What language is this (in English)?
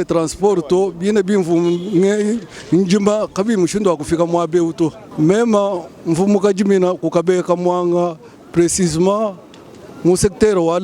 Luba-Lulua